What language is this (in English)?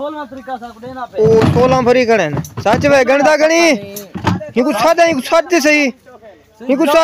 Saraiki